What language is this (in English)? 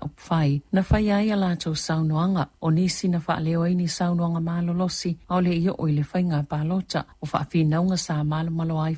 Samoan